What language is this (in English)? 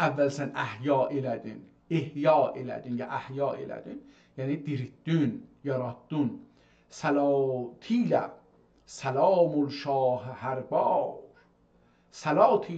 South Azerbaijani